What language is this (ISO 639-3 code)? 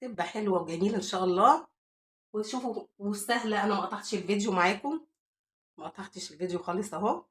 arz